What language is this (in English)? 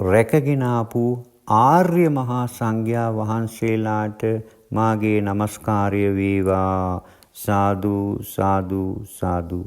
Sinhala